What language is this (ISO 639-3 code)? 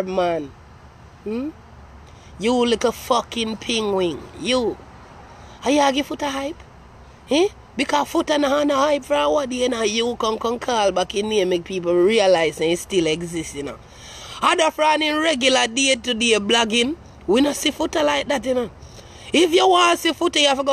jam